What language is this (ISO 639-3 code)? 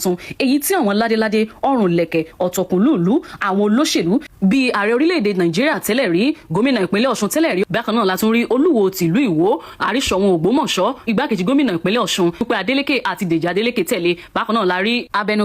yor